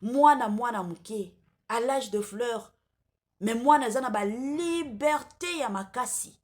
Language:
Lingala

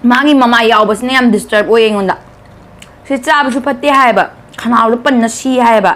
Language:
Manipuri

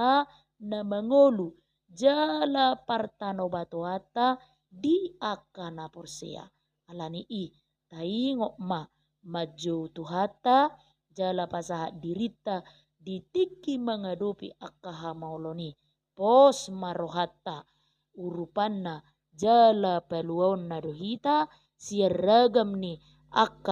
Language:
Batak Toba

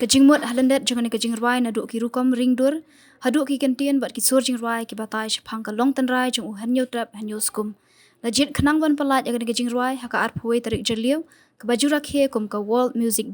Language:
Khasi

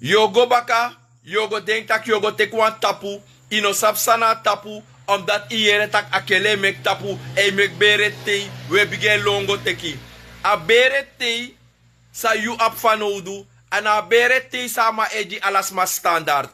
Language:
Sranan Tongo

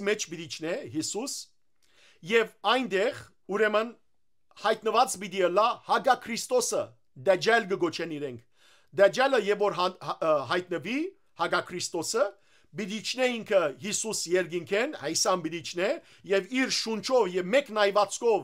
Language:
Western Armenian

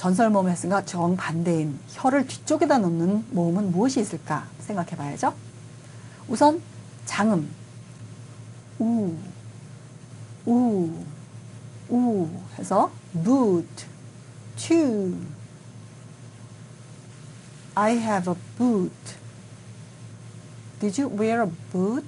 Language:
Korean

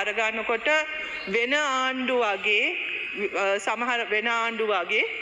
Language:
Sinhala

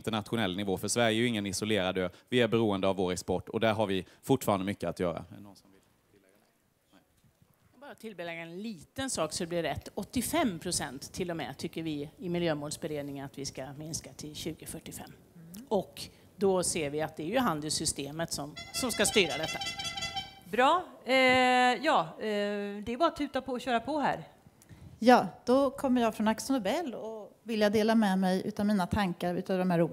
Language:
Swedish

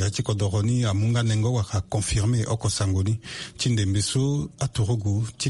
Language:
Sango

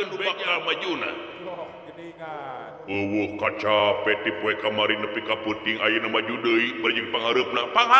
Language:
Sundanese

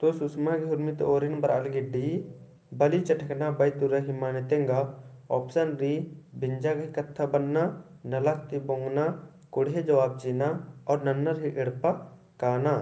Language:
Kurukh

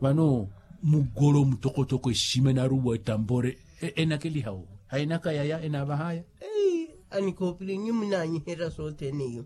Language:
Makhuwa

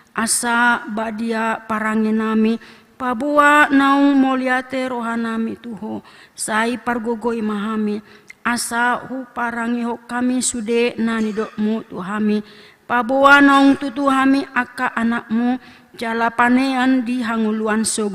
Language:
Batak Toba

